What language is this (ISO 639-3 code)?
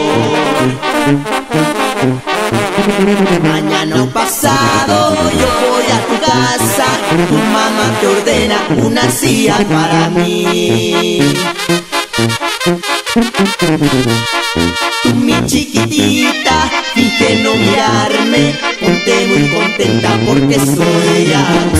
spa